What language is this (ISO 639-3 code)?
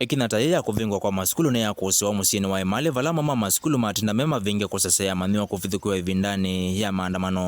kam